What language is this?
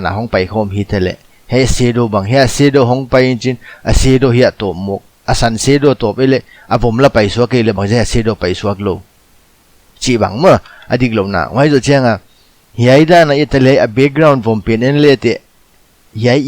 Paite Chin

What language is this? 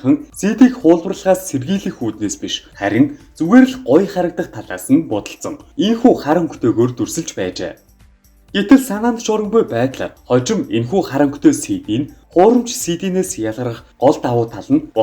Mongolian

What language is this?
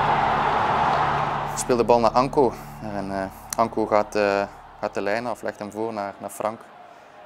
Dutch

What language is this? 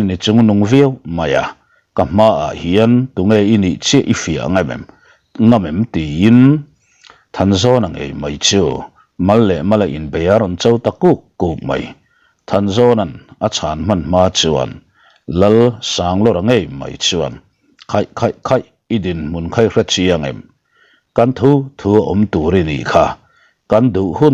Mizo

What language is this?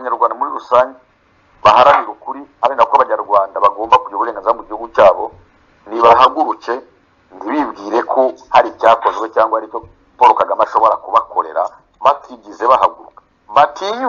Kinyarwanda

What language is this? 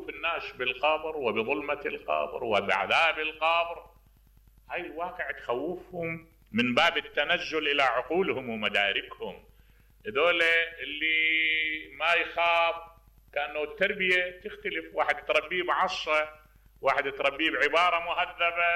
Mesopotamian Arabic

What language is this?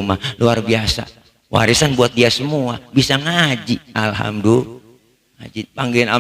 Betawi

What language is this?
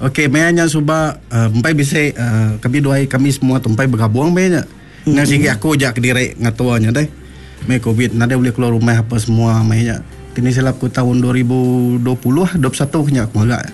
Iban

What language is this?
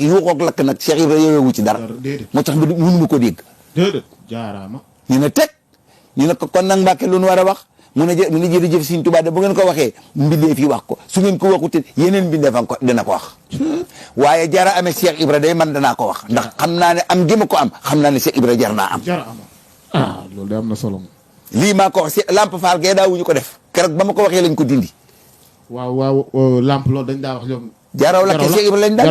Wolof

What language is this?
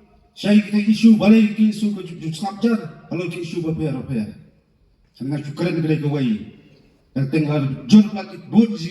Khasi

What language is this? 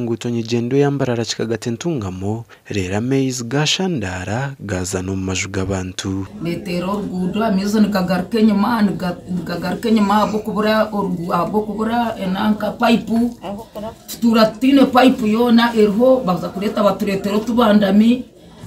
Nyankole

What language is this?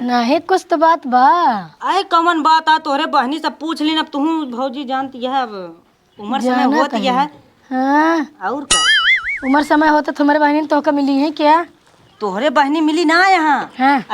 Awadhi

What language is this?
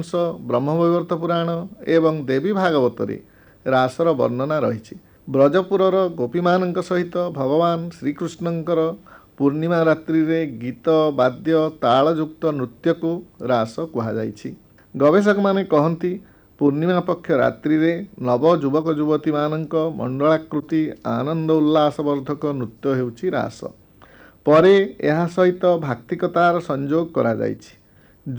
Odia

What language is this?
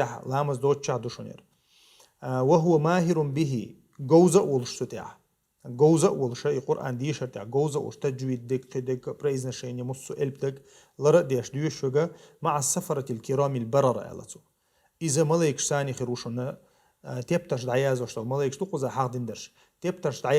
Chechen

